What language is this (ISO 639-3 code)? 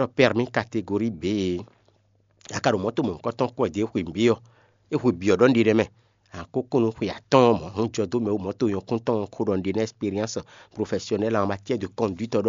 fon